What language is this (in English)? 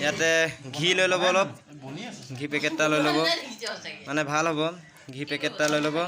Assamese